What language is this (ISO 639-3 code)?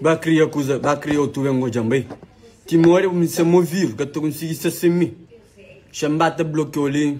kea